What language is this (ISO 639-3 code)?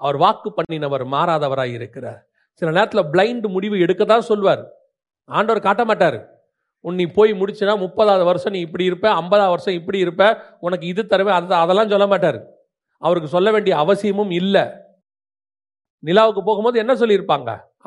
tam